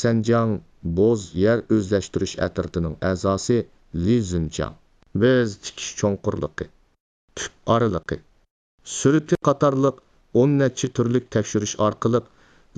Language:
Uyghur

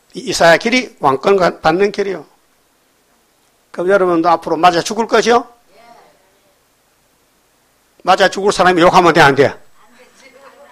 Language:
Korean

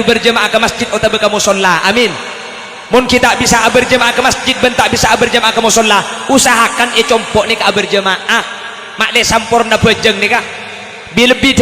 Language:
Madurese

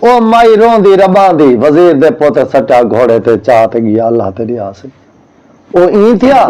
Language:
Saraiki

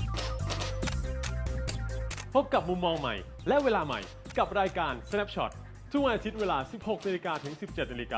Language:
Thai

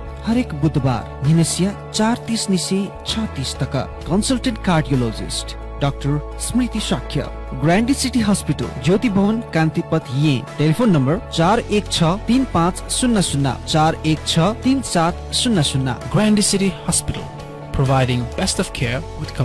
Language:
Newari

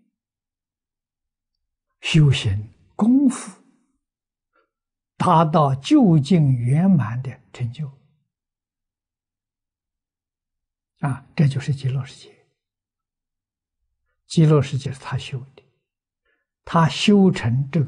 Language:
Chinese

